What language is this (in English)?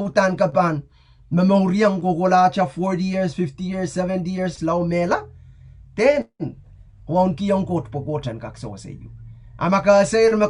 Pohnpeian